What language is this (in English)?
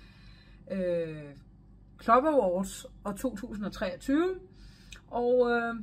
Danish